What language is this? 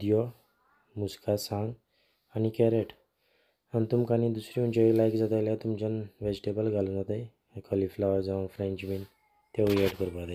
Konkani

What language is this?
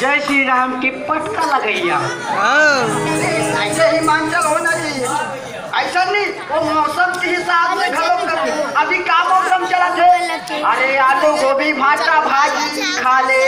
Chhattisgarhi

